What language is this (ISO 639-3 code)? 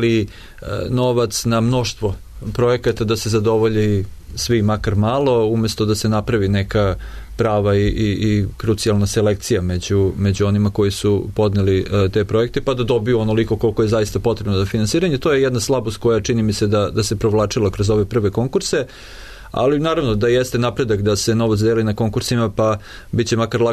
srp